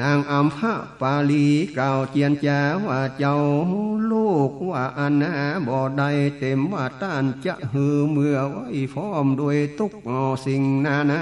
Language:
Northern Thai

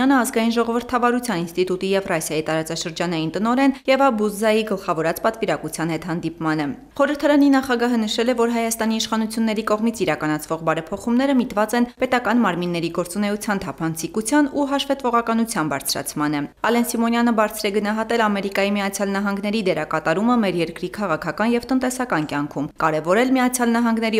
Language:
Armenian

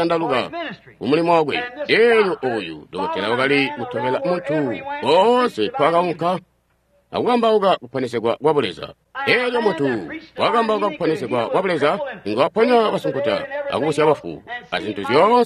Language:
Tonga (Zambia)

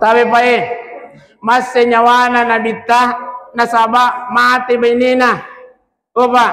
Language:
Buginese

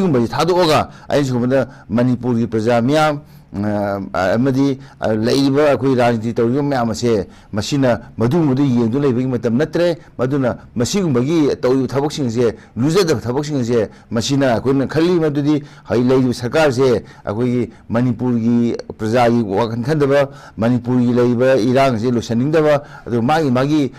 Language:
Manipuri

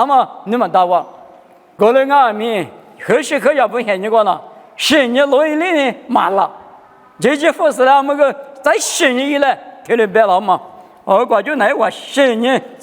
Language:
Lisu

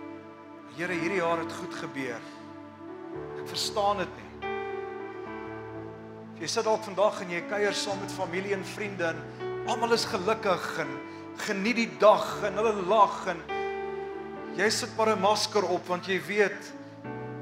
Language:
Afrikaans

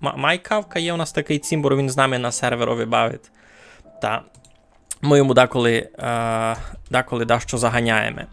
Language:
Rusyn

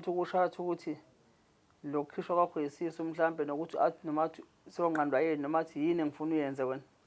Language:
Zulu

